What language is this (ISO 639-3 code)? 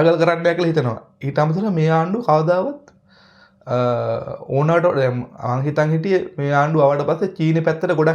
sin